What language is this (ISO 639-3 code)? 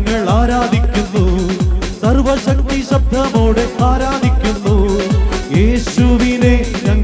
mal